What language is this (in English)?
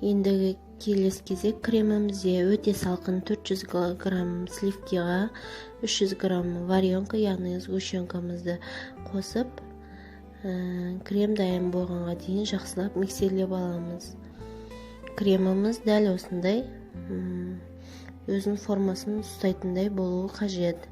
Kazakh